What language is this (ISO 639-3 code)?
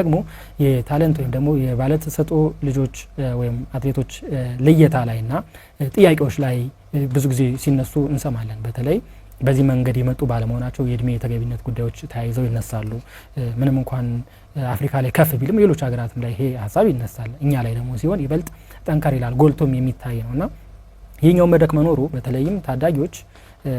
amh